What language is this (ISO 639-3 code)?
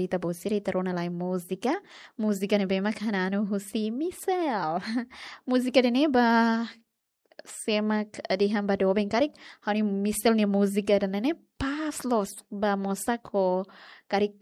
tet